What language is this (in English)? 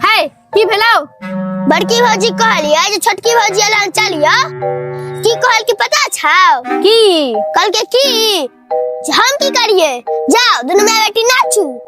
Maithili